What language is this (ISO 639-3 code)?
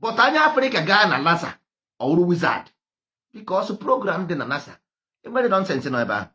ibo